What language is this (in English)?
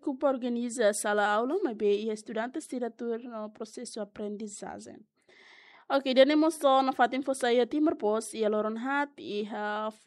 Tetum